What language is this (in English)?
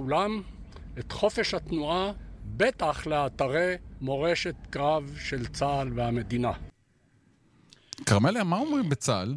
Hebrew